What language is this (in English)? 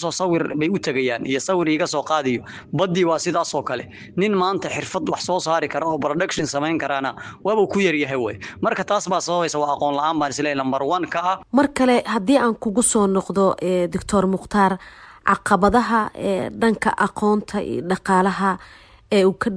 Somali